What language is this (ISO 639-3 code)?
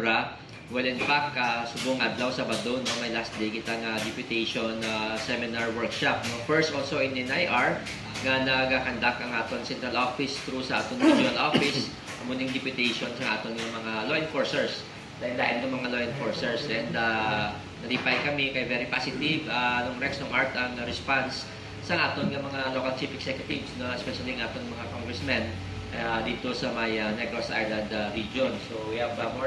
hil